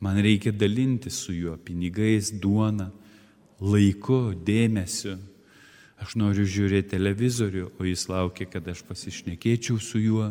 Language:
Lithuanian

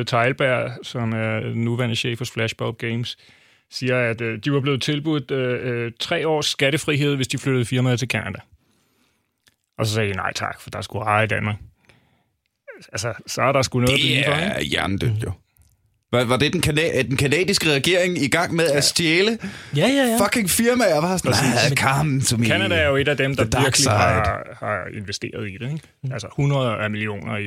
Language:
Danish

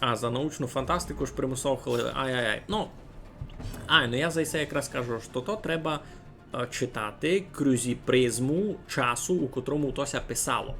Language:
Rusyn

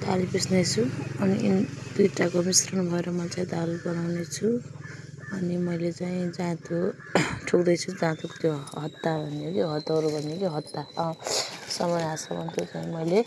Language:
Nepali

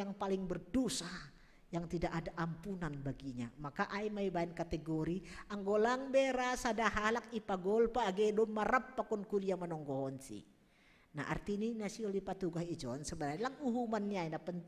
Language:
Batak Simalungun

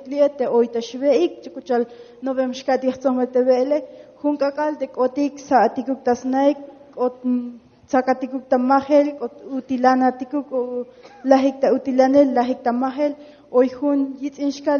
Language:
Tzotzil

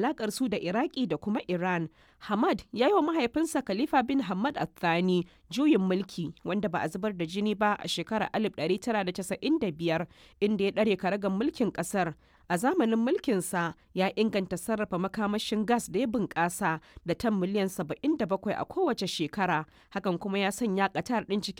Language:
Hausa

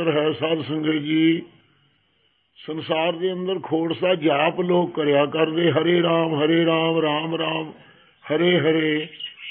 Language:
Punjabi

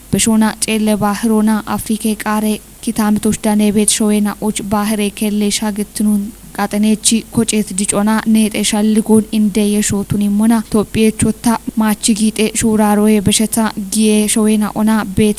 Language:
Kafa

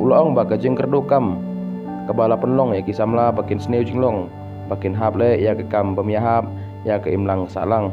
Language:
Khasi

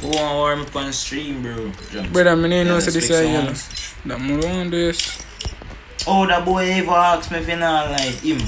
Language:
Jamaican Creole English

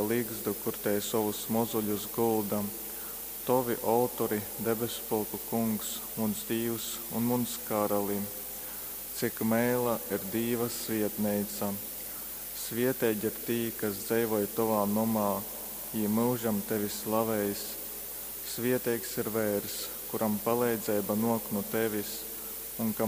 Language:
Latgalian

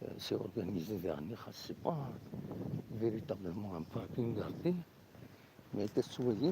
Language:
Kabyle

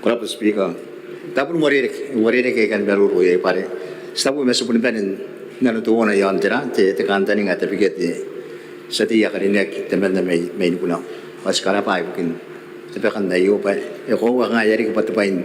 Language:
Gilbertese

